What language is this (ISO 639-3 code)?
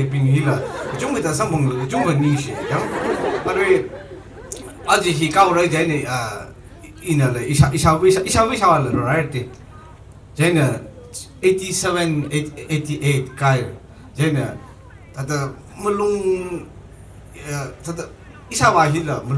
nmf